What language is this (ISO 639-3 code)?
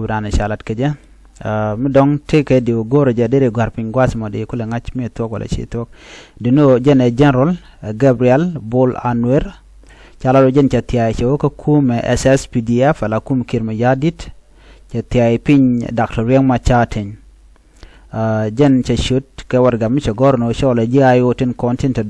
nus